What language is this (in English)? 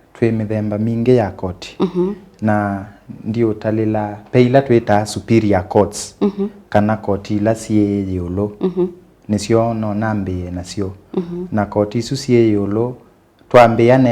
Kamba